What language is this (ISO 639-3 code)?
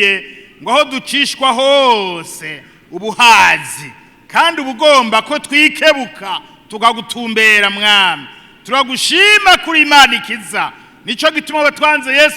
run